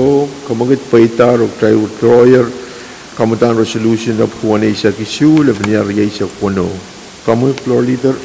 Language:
Pohnpeian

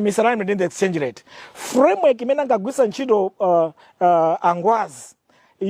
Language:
Nyanja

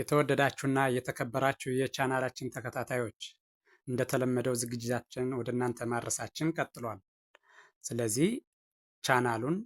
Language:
Amharic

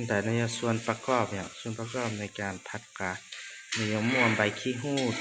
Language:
Hmong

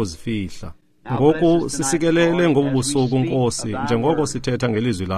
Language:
Xhosa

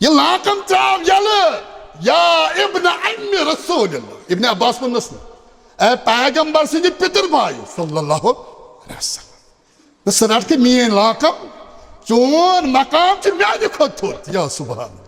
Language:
Kashmiri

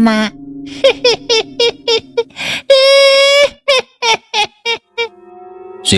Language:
Sundanese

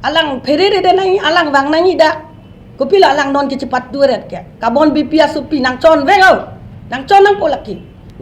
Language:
Karbi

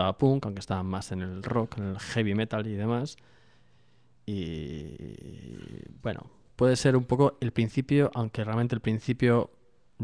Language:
Spanish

